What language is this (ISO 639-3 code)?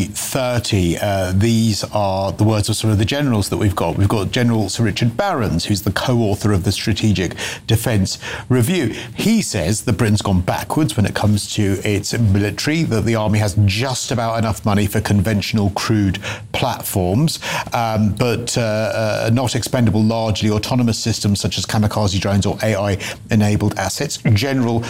eng